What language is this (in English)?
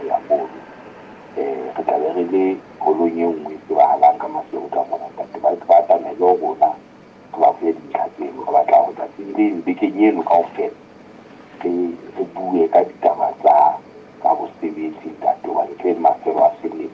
Southern Sotho